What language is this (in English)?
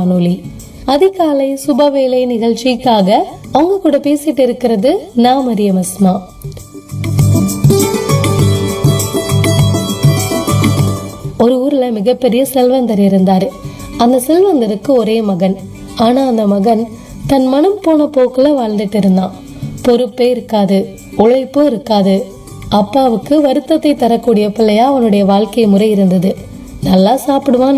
Tamil